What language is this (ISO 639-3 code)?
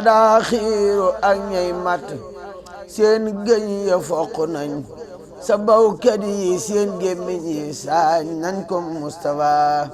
wol